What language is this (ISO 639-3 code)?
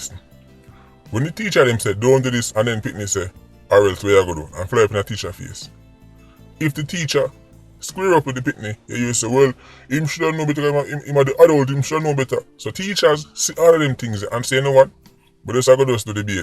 jam